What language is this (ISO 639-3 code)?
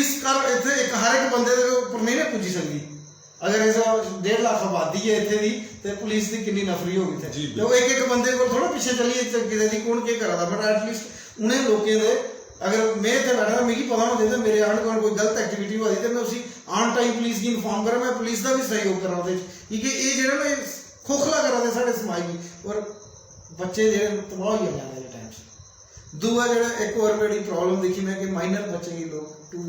doi